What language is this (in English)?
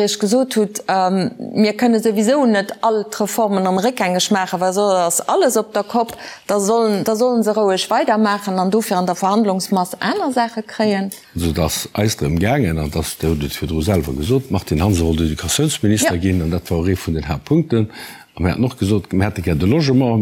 Luxembourgish